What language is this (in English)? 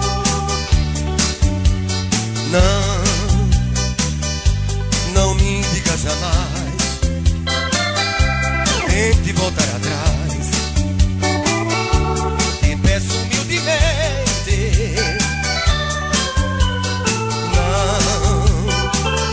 Portuguese